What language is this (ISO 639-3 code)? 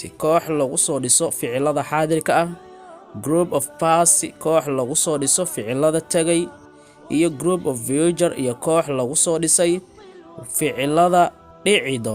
som